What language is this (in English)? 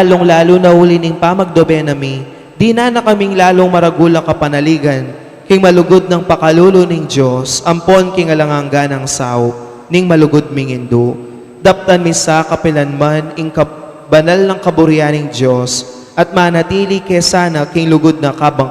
Pampanga